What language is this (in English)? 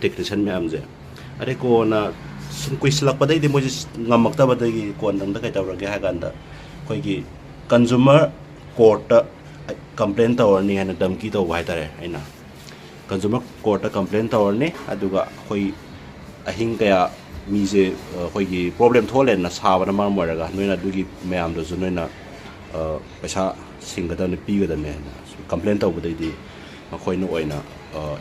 Manipuri